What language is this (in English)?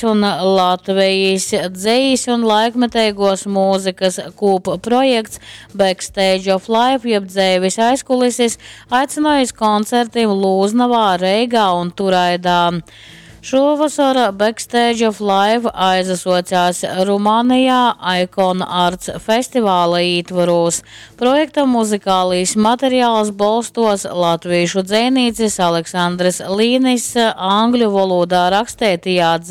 Latgalian